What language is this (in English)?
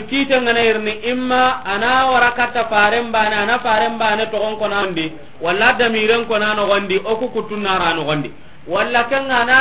Soninke